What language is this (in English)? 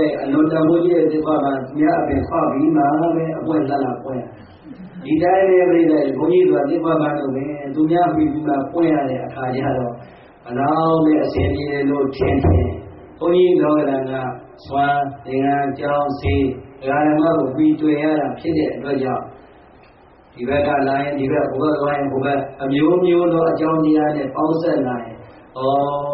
Burmese